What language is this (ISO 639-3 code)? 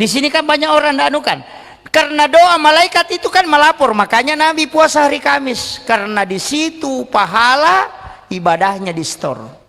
bug